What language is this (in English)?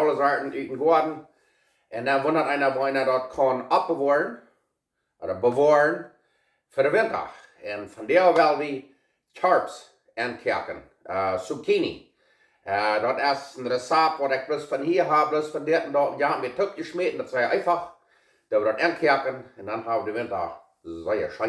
Plautdietsch